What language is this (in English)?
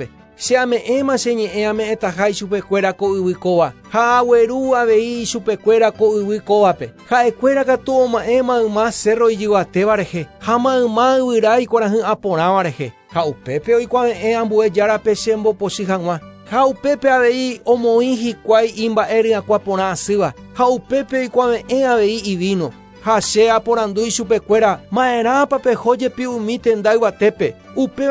Guarani